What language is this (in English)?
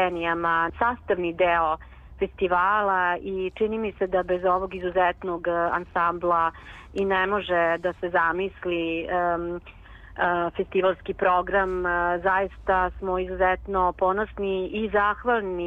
Serbian